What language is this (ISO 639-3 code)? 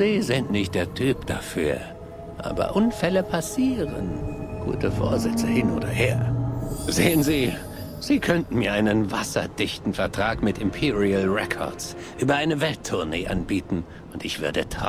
bar